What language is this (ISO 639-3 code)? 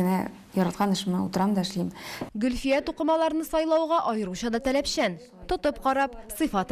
tat